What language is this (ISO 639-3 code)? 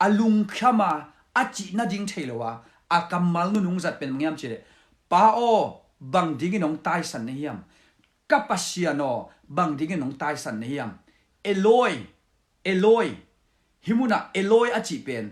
ctd